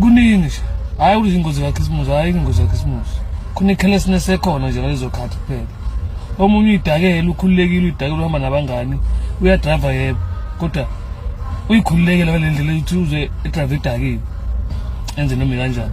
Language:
Zulu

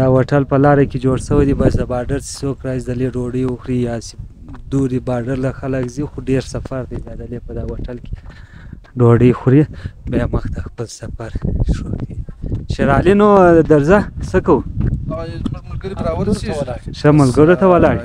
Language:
Pashto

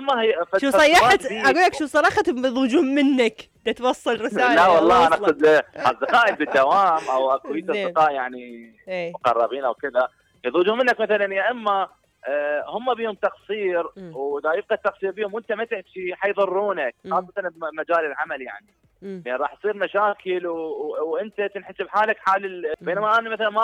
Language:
Mesopotamian Arabic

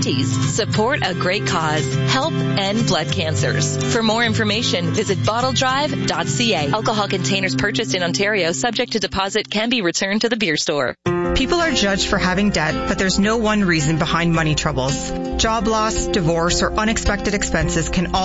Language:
English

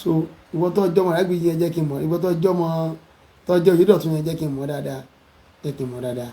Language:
Yoruba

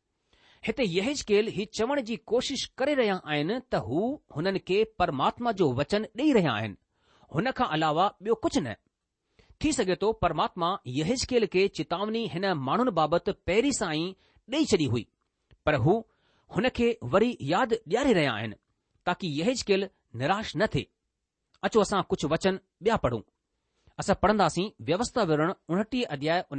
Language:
Sindhi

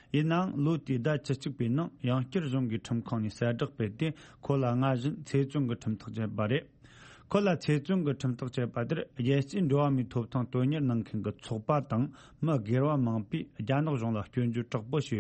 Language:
Tibetan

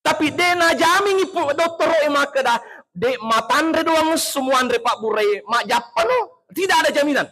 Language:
Buginese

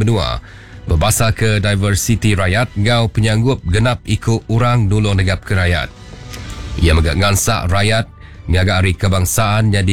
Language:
Iban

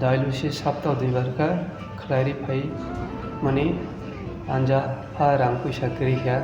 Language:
Kok Borok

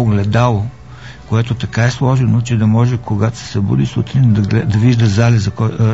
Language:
Bulgarian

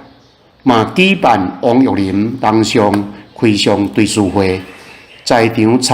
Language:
Min Nan Chinese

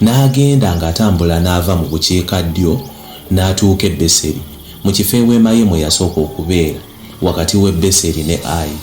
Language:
Ganda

